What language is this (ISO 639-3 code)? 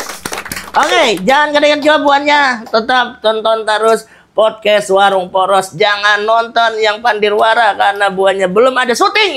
bjn